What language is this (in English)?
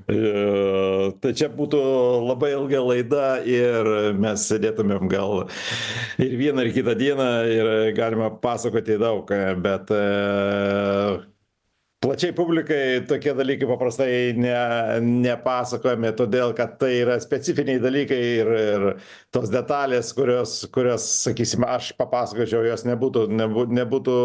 Lithuanian